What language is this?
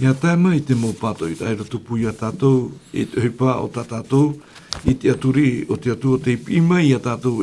Tahitian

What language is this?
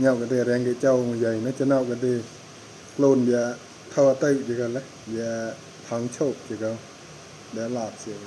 Hmong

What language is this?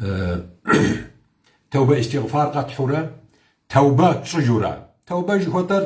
Kabardian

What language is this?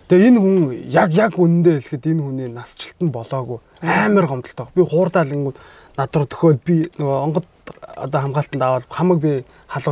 Mongolian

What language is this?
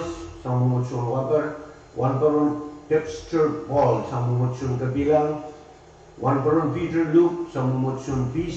Pohnpeian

